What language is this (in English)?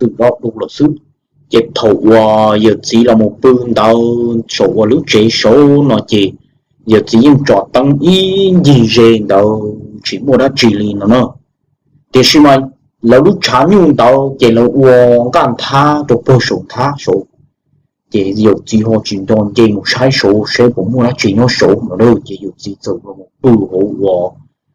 Hmong